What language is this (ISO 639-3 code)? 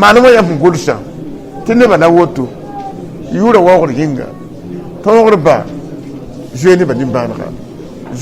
mos